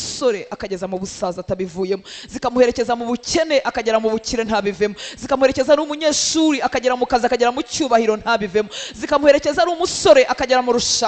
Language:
Kinyarwanda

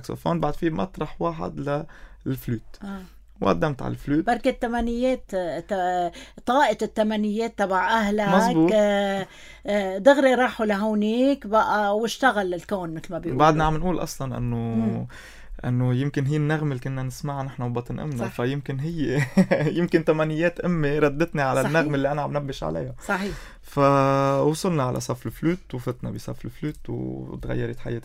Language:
North Levantine Arabic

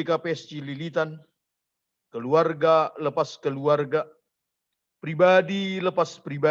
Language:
Batak Simalungun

